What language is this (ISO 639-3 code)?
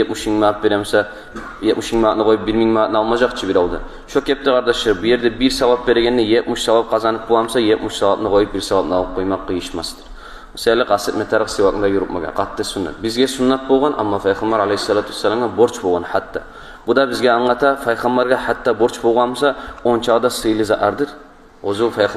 kum